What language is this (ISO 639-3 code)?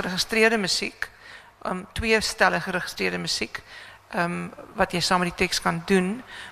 afr